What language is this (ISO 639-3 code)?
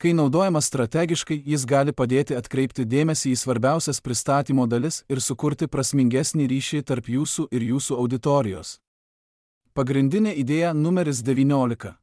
lit